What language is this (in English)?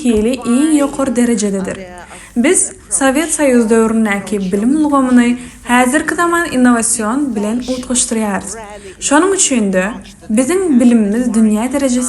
Turkmen